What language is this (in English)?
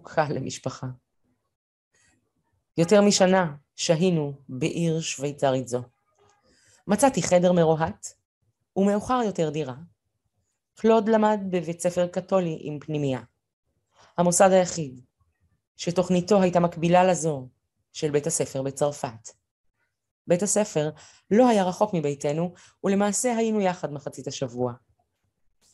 Hebrew